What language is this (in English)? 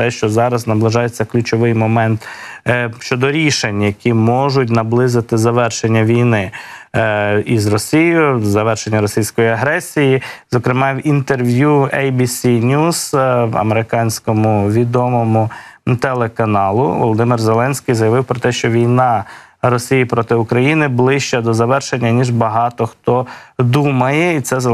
Ukrainian